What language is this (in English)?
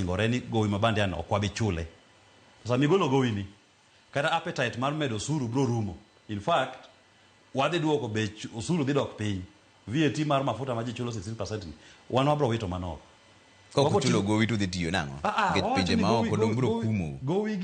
Luo (Kenya and Tanzania)